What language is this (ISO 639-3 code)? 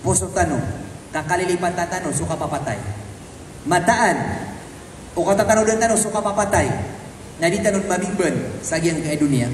mrw